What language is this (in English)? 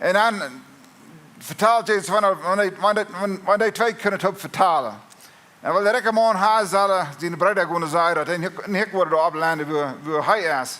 Plautdietsch